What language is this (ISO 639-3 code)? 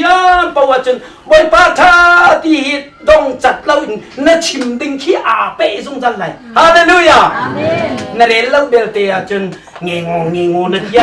cnh